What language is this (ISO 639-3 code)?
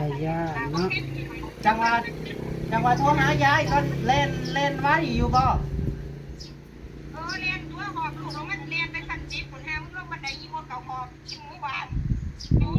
tts